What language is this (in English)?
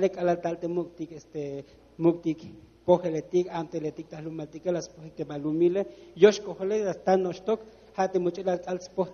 Tzeltal